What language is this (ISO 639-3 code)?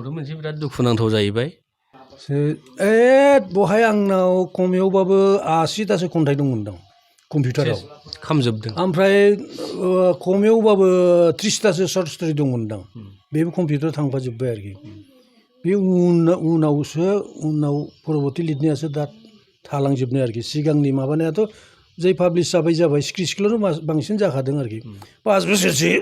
brx